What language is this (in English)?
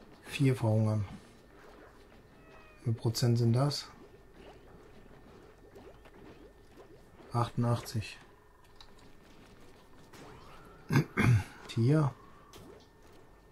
German